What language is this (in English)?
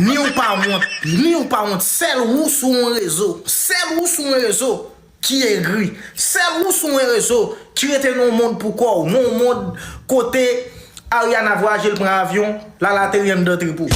Haitian Creole